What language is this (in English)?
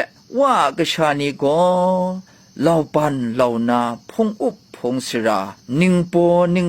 Kachin